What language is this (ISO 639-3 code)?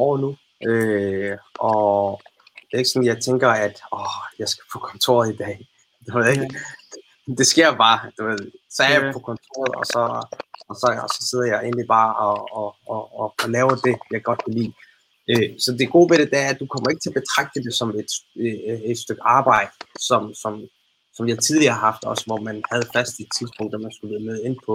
dan